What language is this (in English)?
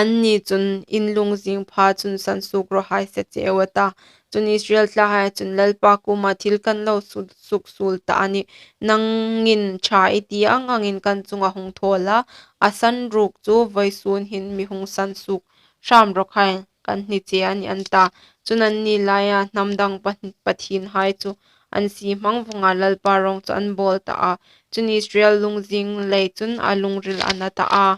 Hmar